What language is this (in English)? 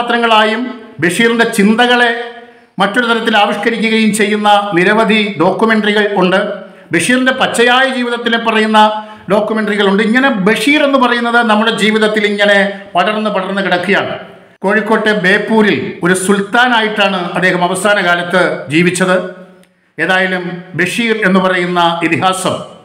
Malayalam